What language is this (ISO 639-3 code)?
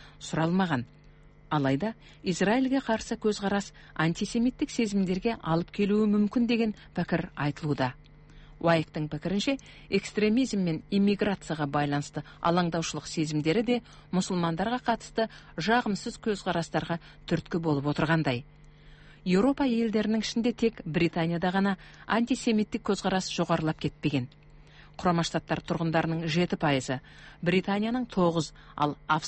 kaz